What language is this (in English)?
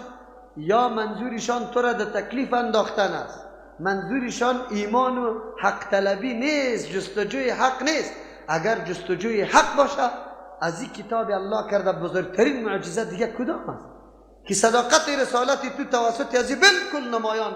Persian